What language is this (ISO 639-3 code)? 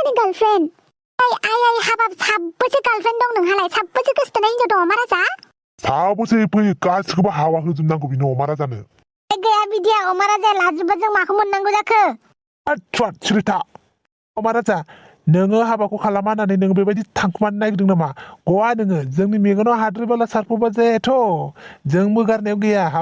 brx